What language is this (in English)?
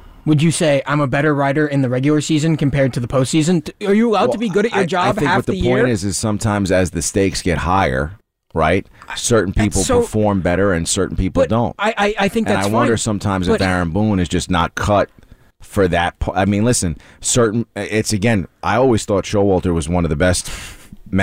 English